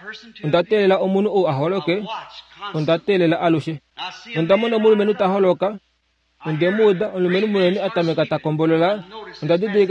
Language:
Kuanyama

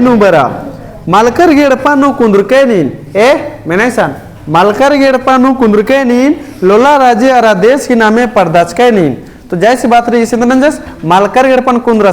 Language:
Kurukh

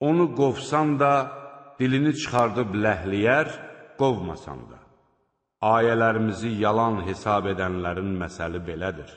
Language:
Azerbaijani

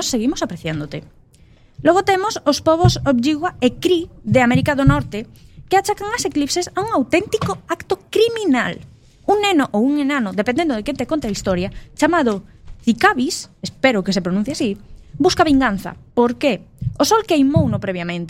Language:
Galician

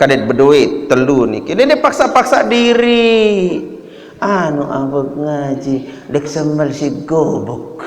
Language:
Sasak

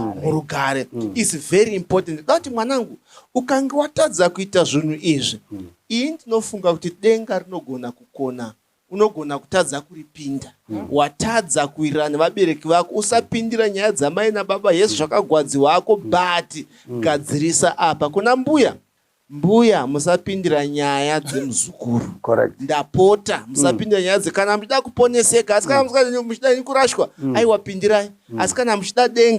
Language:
Shona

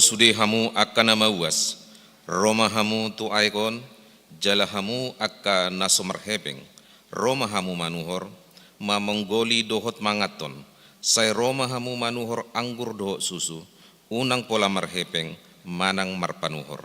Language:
Batak Toba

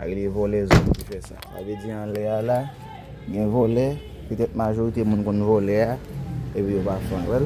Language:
Haitian Creole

